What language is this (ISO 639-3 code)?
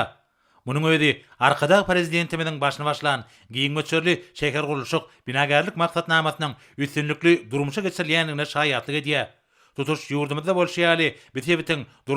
tuk